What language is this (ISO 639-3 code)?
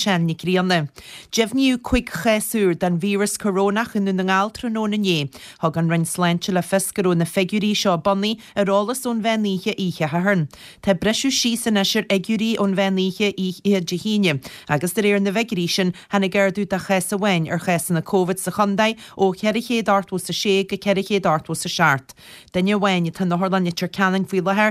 gle